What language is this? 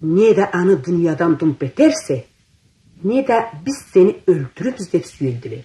Karachay-Balkar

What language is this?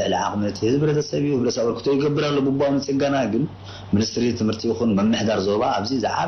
Tigrinya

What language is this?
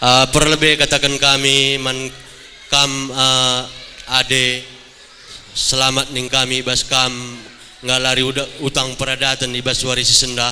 Batak Karo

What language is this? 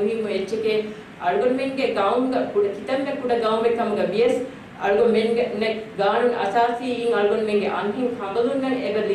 Divehi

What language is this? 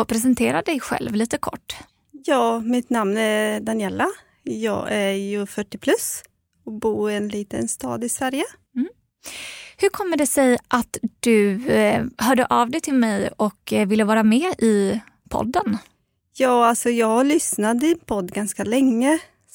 Swedish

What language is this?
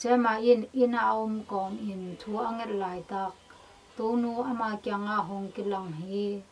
Tedim Chin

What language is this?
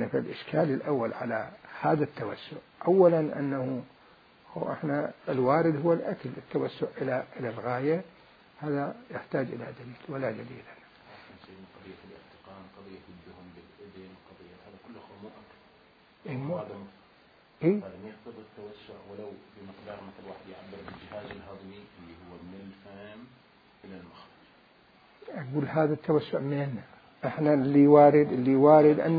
Mesopotamian Arabic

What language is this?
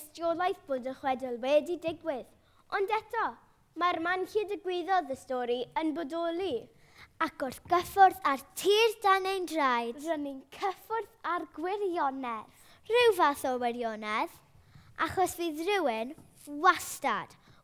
Welsh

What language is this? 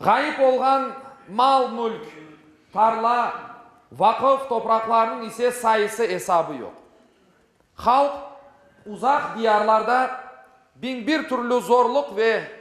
Crimean Tatar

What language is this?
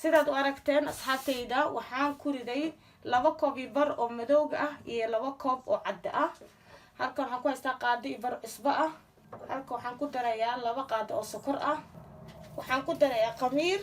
Somali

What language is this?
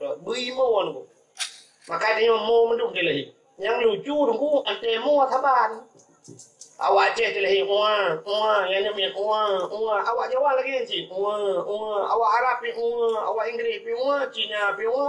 Achinese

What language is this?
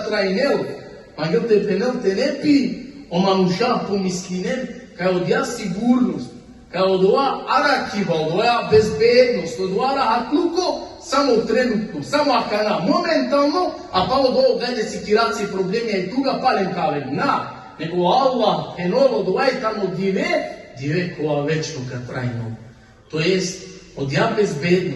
Balkan Romani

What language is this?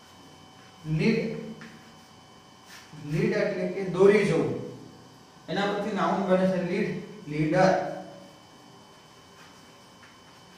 Gujarati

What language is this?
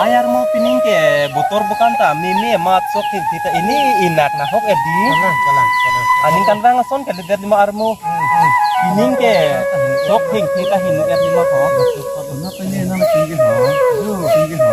Karbi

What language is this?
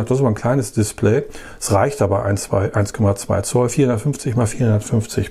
German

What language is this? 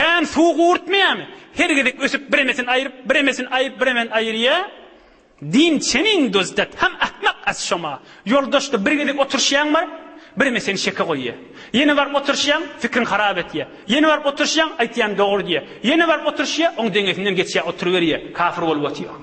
Turkmen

